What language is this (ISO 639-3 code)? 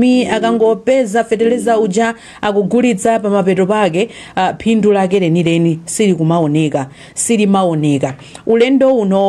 nya